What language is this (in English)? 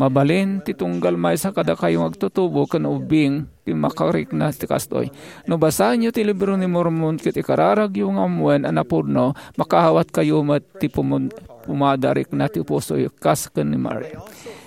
Iloko